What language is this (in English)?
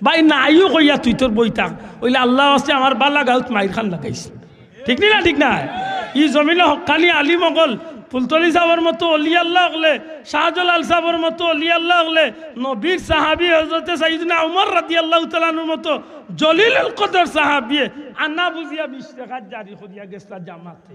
Sylheti